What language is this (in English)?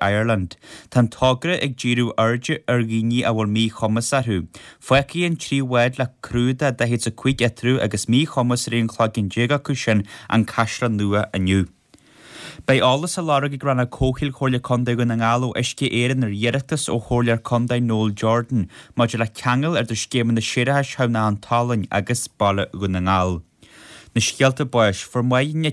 Irish